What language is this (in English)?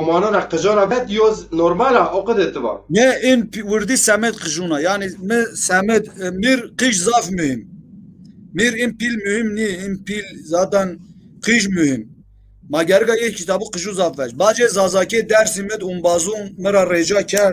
Zaza